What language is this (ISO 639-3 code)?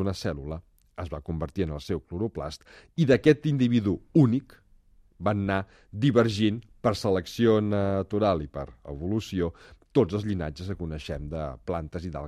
cat